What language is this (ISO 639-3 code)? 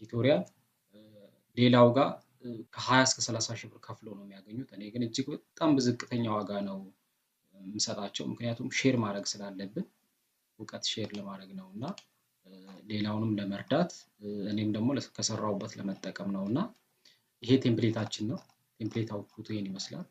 amh